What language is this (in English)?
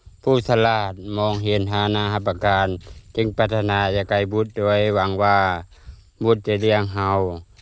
Lao